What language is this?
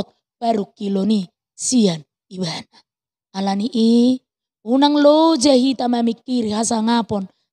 Batak Toba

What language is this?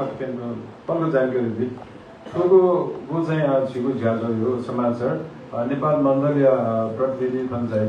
Newari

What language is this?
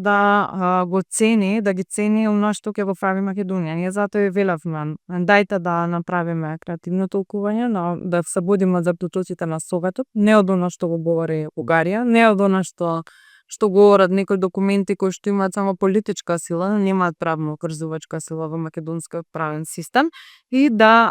Macedonian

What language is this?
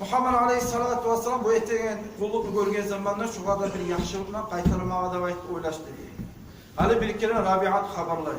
Kumyk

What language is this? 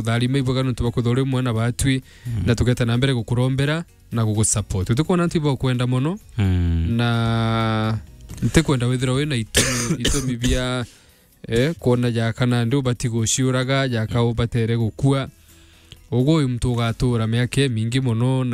Meru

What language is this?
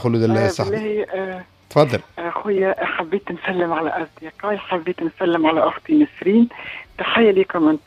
Tunisian Arabic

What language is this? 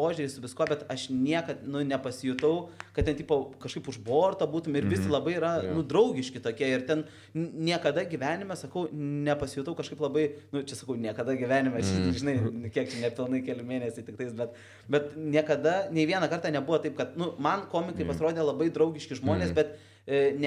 Lithuanian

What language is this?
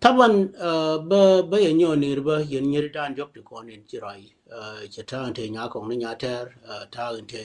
Nuer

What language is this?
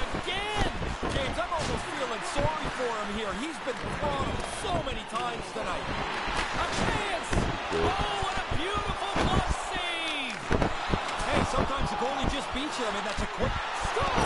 English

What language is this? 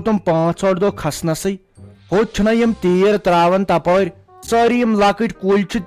Kashmiri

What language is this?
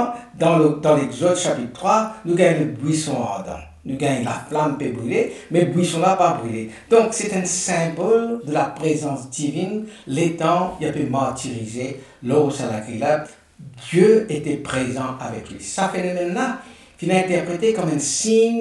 Morisyen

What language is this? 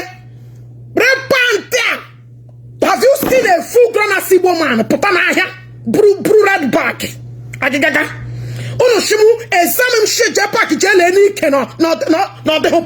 Igbo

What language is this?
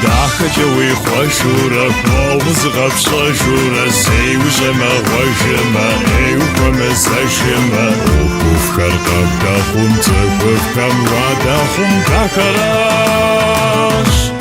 Kabardian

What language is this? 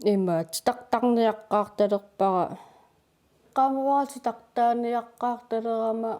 Kalaallisut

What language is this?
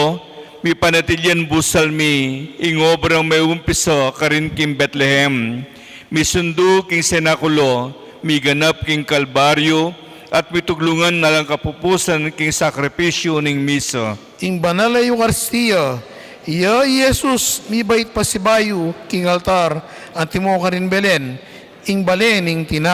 Pampanga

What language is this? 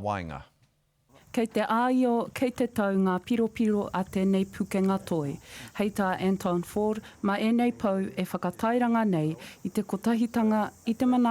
Māori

